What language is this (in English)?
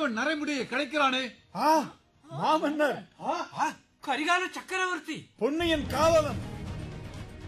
Tamil